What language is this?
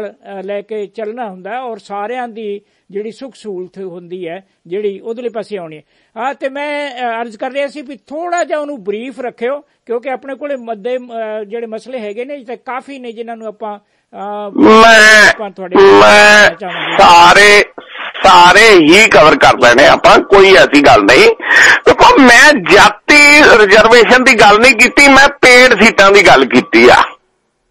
Punjabi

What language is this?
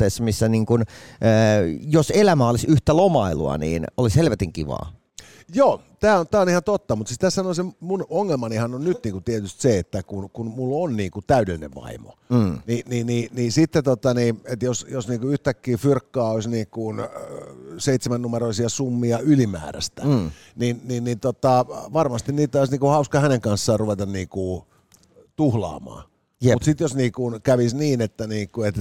Finnish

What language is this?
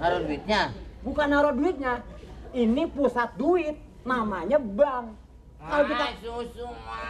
Betawi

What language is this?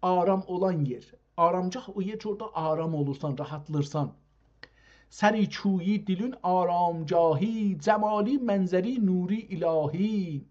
South Azerbaijani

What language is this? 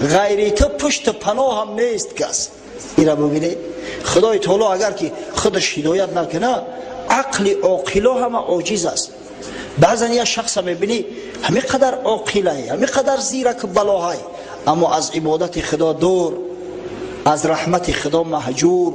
Tajik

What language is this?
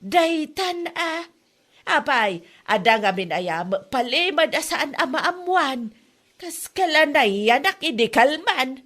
Iloko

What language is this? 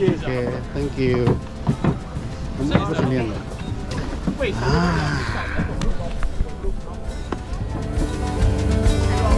Indonesian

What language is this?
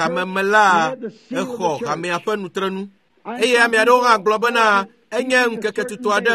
Ewe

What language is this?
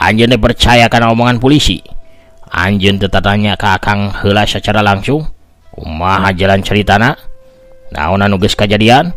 Sundanese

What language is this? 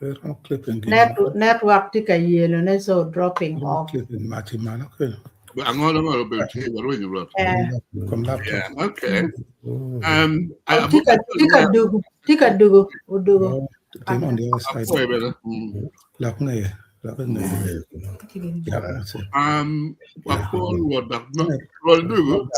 Acoli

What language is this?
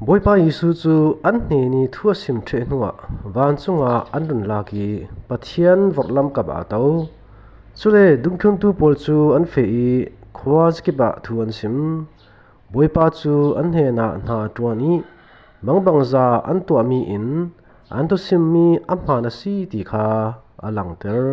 Falam Chin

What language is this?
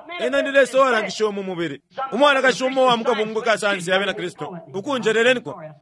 Bemba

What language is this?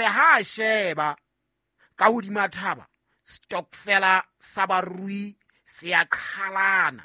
Southern Sotho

